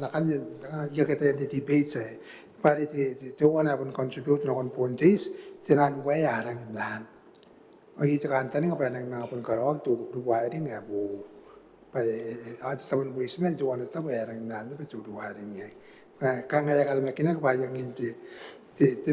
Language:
Gilbertese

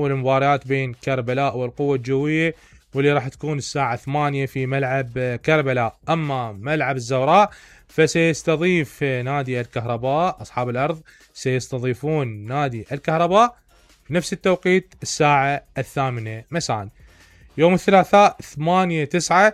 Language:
Mesopotamian Arabic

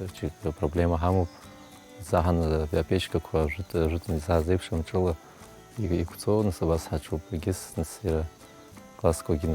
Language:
Abkhazian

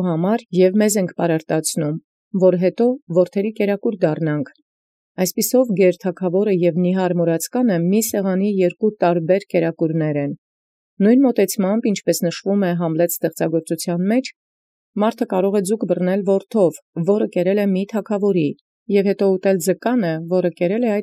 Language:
Armenian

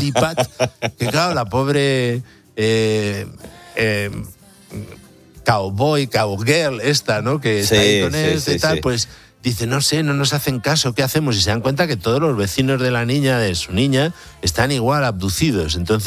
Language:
Spanish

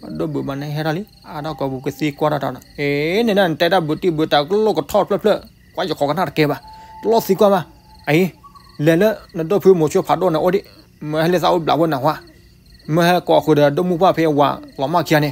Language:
S'gaw Karen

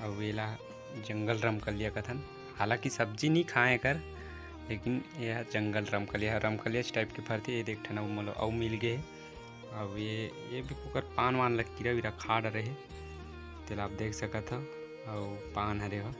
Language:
Chhattisgarhi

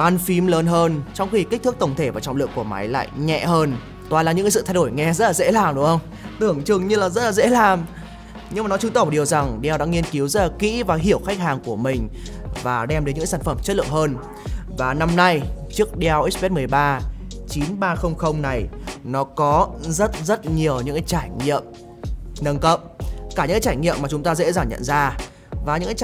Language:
Vietnamese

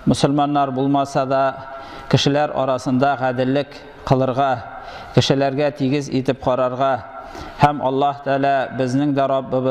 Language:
Tatar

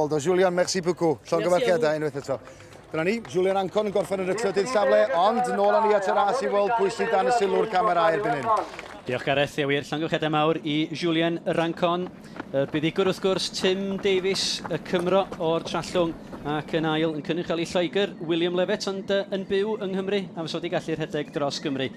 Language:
Welsh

